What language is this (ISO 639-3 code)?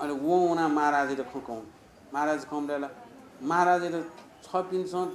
new